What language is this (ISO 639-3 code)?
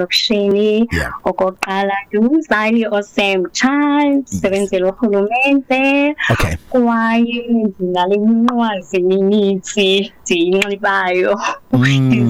xho